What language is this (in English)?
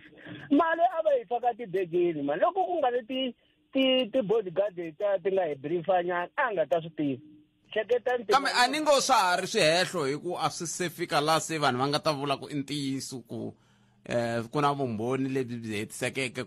Tsonga